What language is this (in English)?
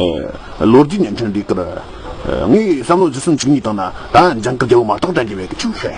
Tibetan